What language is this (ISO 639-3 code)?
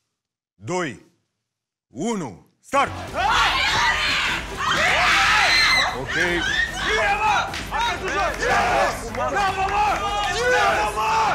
ron